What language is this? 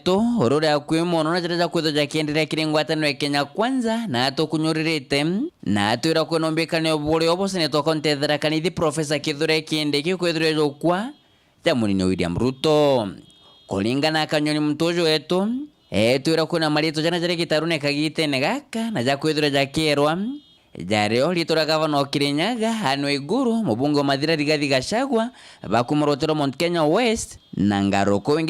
Meru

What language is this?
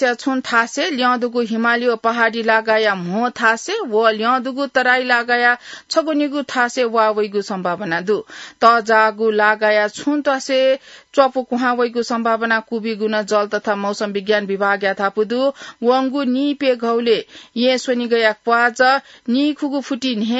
Newari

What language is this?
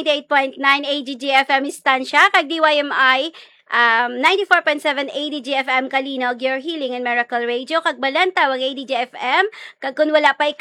Hiligaynon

